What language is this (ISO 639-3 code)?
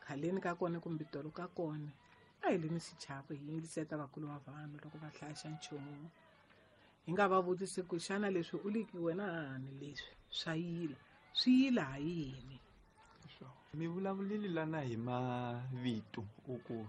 tso